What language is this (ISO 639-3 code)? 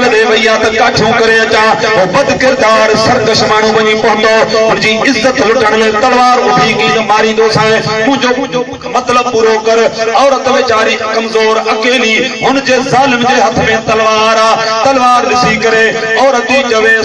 snd